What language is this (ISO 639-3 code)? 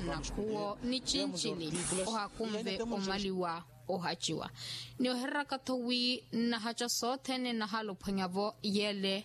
vmw